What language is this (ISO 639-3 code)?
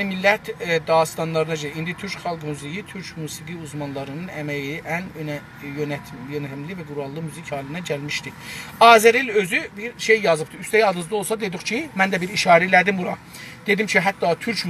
azb